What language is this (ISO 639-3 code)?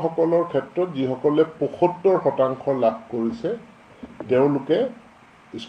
asm